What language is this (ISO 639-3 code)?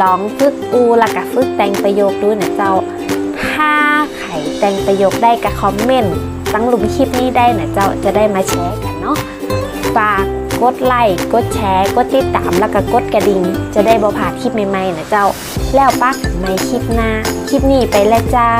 nod